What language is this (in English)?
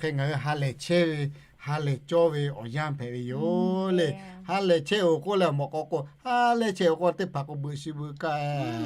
Lahu